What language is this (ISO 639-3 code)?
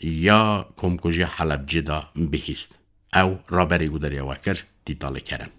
kur